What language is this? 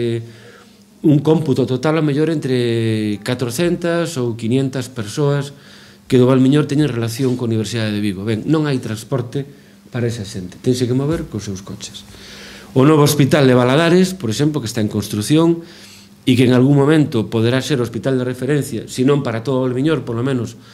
Galician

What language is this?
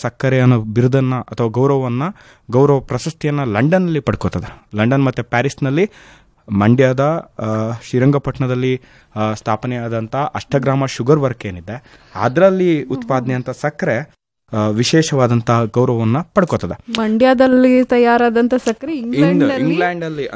Kannada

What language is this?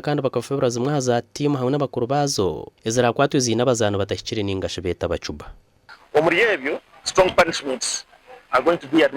Nyankole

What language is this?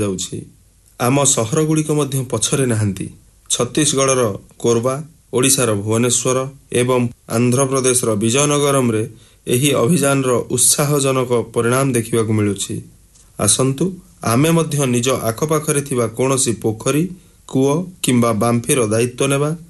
Odia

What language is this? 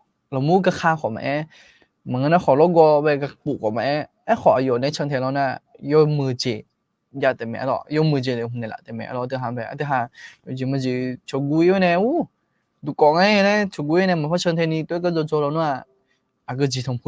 Akha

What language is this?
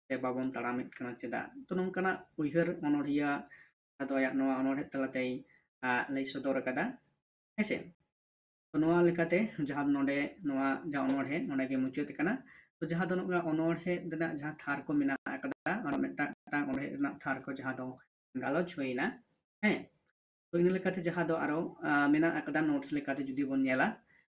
Santali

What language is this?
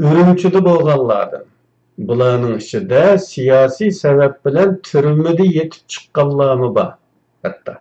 Uyghur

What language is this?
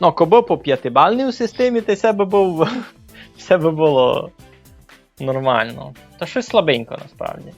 Rusyn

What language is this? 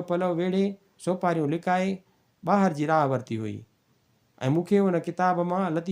Sindhi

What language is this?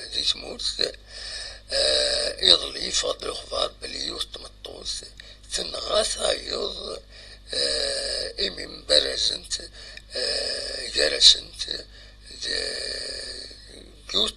Kabyle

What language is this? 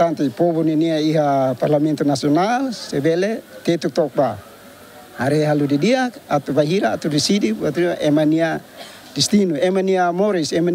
Tetum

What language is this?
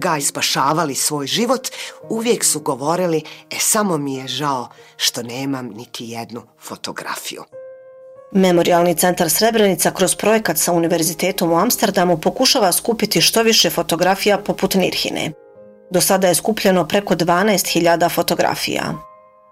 Bosnian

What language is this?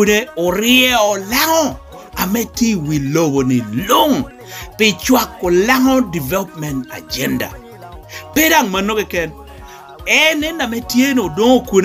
Lango (Uganda)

